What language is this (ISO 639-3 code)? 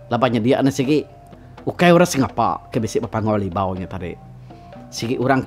iba